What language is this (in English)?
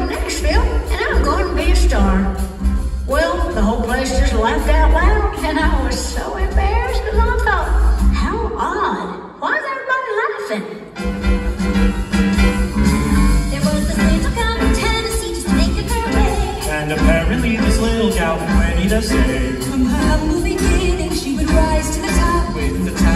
English